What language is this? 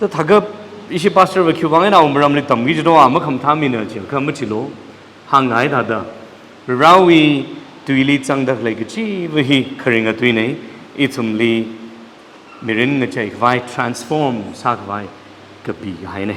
Tangkhul Naga (India)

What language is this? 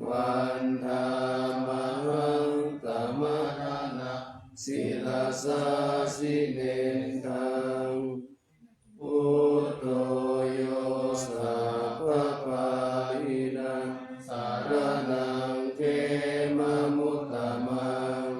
Pali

